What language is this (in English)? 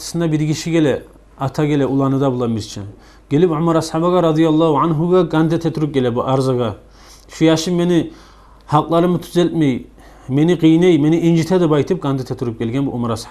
Kumyk